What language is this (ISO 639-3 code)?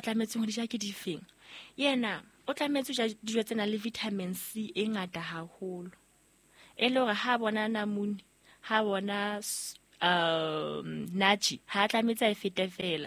sot